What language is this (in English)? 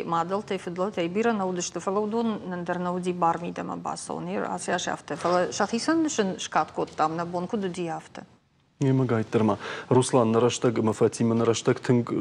Ossetic